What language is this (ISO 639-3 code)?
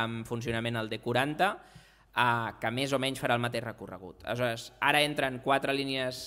cat